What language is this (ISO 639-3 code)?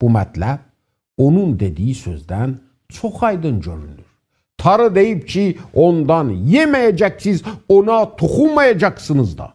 azb